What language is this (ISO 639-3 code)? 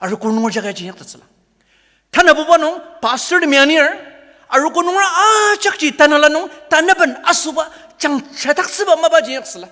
njo